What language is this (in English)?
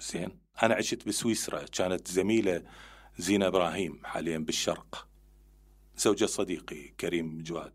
Mesopotamian Arabic